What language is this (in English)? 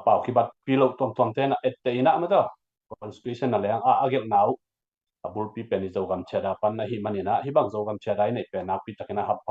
Tedim Chin